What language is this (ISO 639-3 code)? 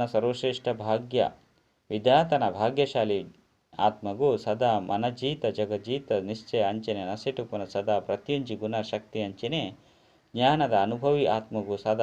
tcy